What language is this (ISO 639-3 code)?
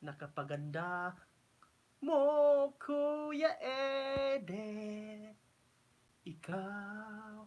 ceb